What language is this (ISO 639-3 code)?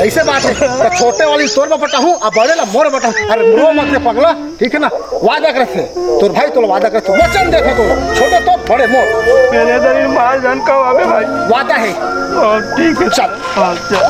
hne